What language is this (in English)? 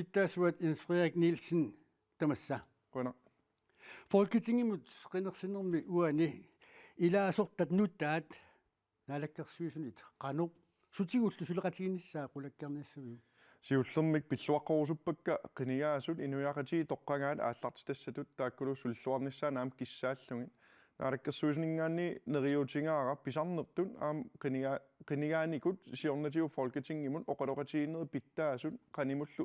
Kalaallisut